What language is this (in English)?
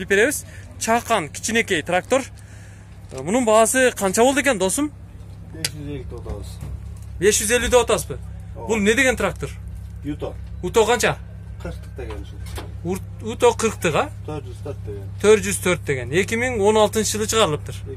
Kyrgyz